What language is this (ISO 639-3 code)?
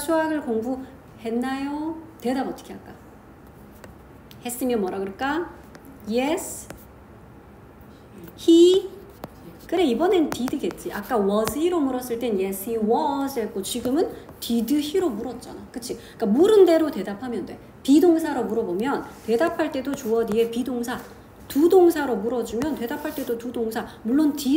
kor